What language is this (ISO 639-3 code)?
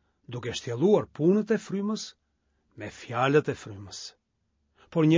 sqi